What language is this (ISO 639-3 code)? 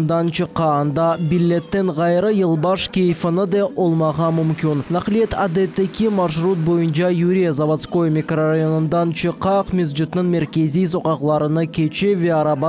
crh